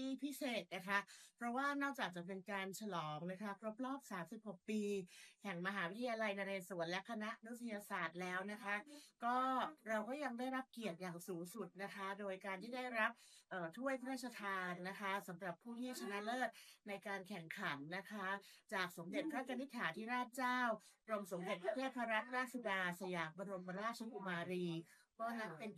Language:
Thai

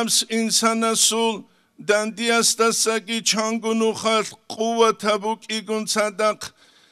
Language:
Avaric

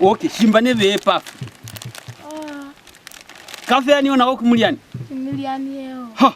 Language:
Lozi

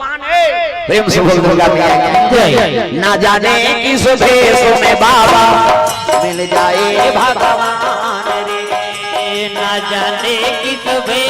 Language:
Chhattisgarhi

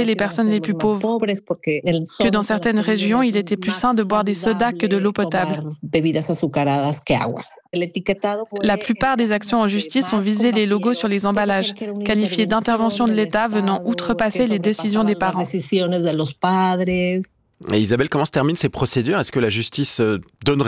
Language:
French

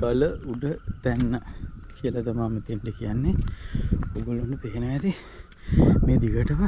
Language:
Sinhala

